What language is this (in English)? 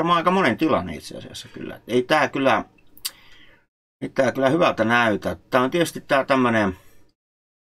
Finnish